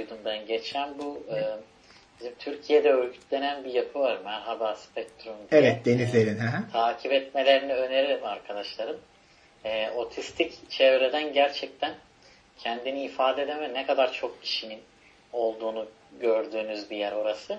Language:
Turkish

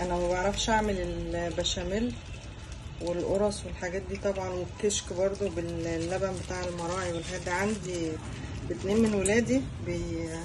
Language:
Egyptian Arabic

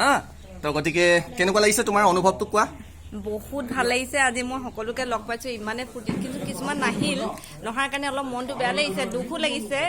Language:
Assamese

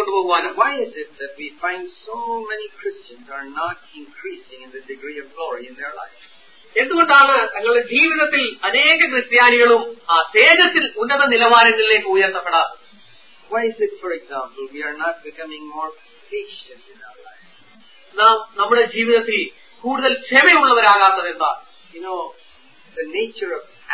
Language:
Malayalam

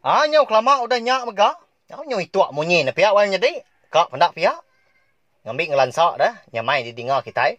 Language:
Iban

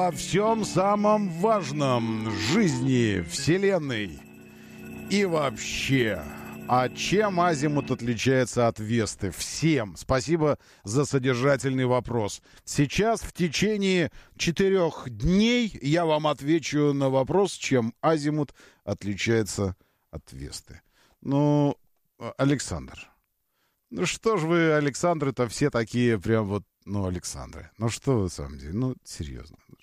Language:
Russian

